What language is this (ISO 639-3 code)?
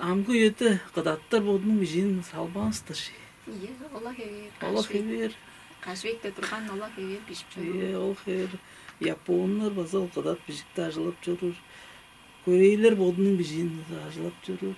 tyv